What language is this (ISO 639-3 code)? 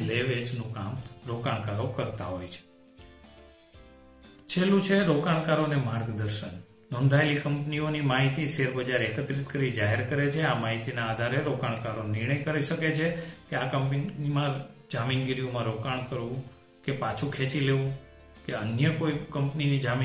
guj